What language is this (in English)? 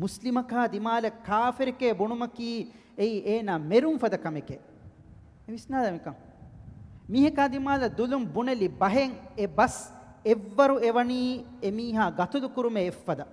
Divehi